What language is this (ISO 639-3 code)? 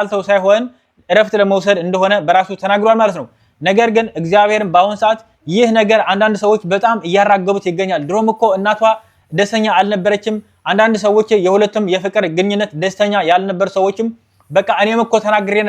amh